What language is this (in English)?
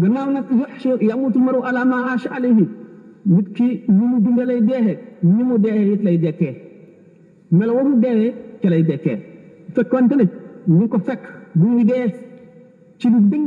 Wolof